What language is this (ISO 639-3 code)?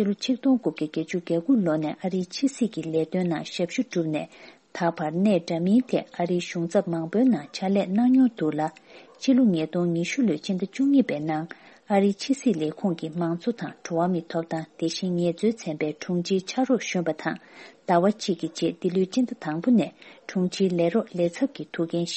bod